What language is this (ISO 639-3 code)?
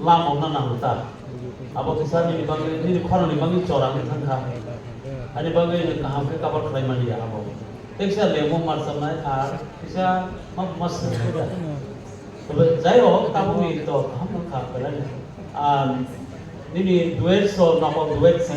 trp